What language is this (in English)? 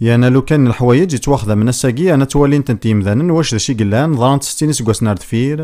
Kabyle